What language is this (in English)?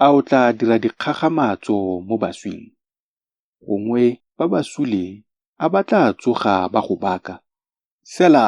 Tswana